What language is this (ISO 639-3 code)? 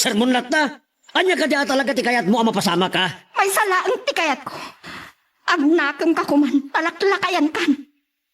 ilo